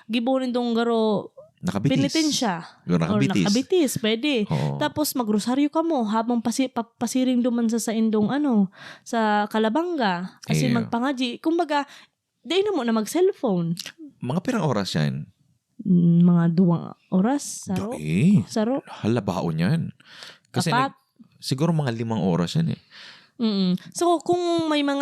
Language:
Bikol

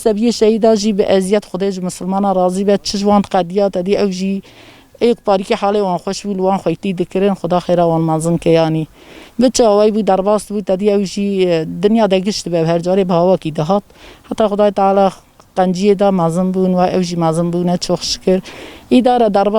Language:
Kurdish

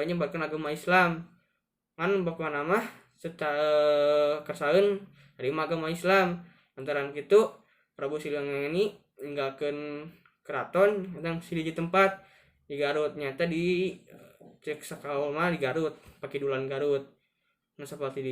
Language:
Sundanese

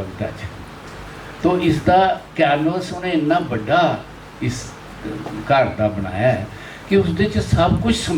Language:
Dogri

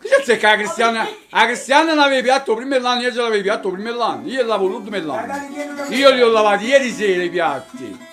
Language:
Neapolitan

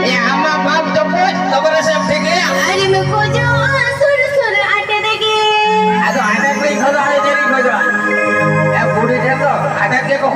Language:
Santali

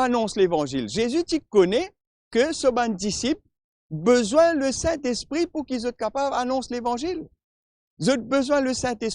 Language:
Morisyen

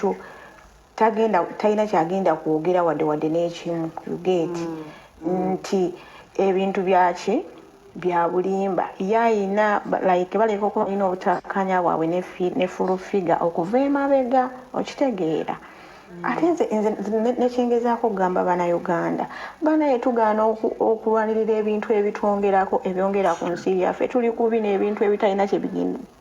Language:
Ganda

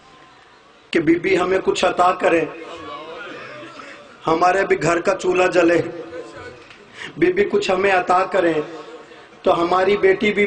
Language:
Urdu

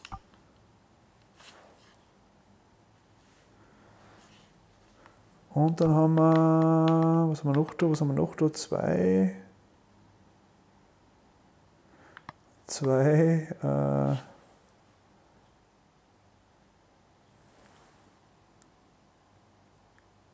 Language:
German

